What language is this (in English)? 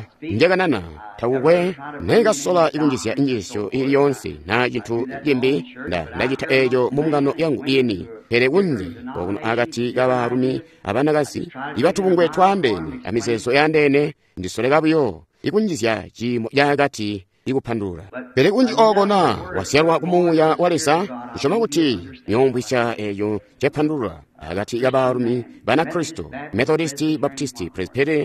Tonga (Zambia)